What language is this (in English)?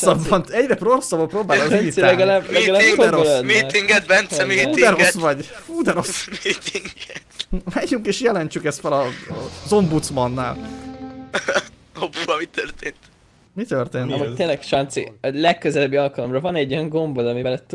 Hungarian